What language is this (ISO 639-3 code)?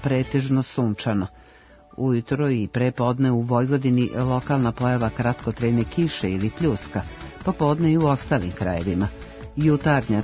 srp